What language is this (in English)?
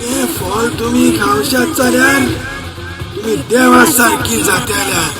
Konkani